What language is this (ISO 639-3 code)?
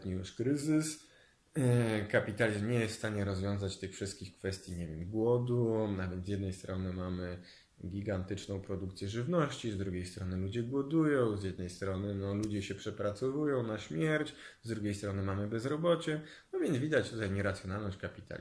pol